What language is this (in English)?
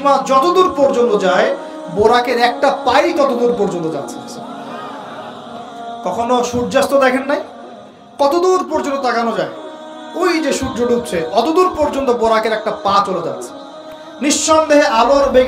Bangla